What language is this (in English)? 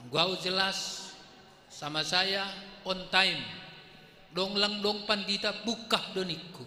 Batak Simalungun